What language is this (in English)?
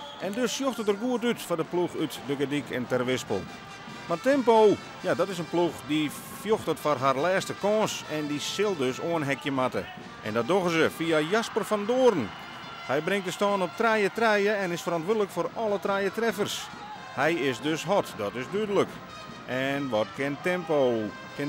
Western Frisian